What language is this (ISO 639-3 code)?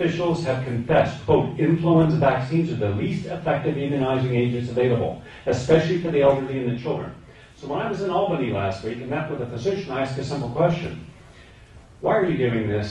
eng